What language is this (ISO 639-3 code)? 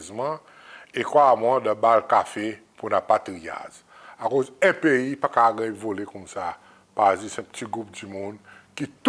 crs